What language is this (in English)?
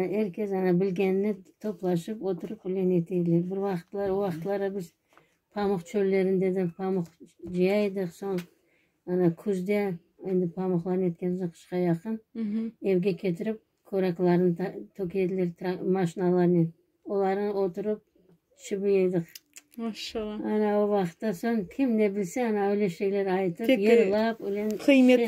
Crimean Tatar